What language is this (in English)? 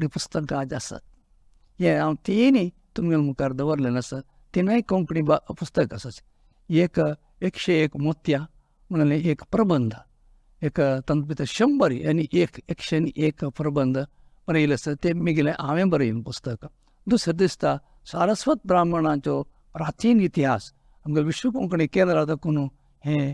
Konkani